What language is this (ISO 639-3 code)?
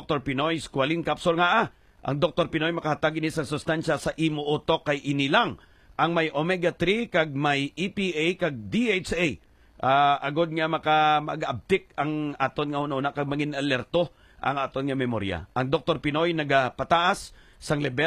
hil